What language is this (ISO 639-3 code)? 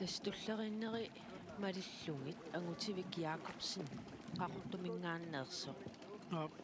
kal